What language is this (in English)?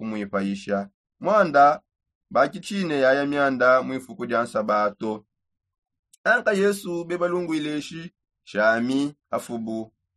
Songe